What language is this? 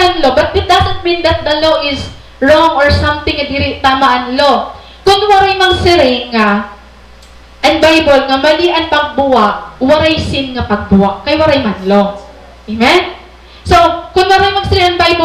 Waray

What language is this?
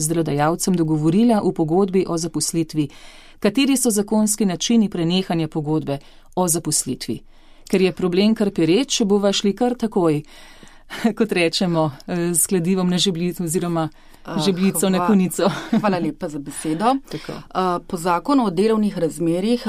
Slovenian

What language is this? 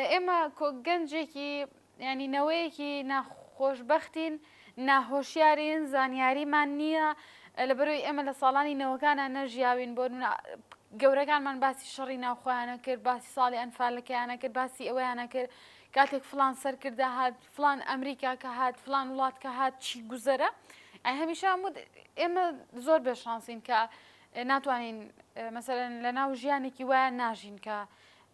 Central Kurdish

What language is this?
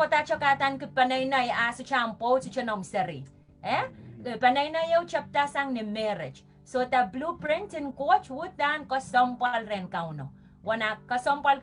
Pohnpeian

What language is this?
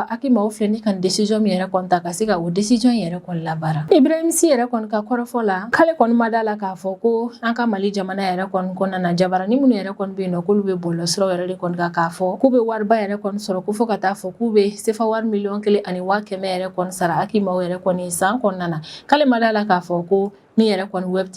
Bambara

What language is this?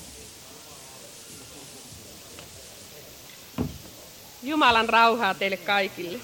Finnish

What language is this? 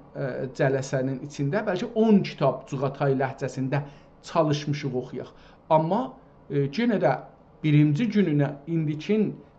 South Azerbaijani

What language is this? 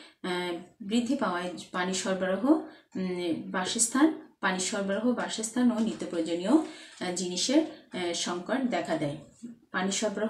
Bangla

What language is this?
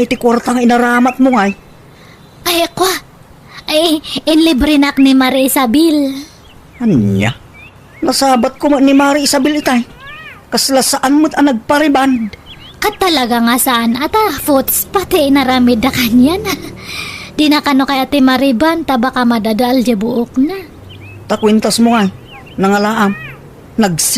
Iloko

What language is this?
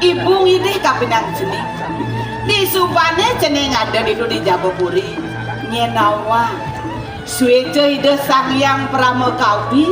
Balinese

